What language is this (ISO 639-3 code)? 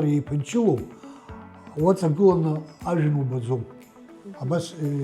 abk